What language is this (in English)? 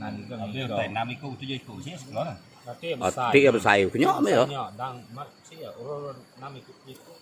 Iban